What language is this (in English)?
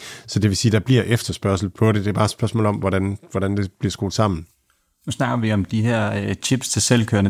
Danish